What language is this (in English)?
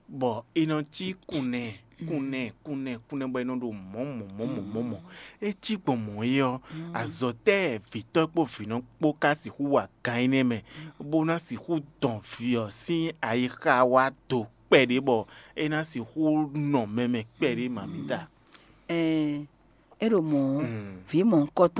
Fon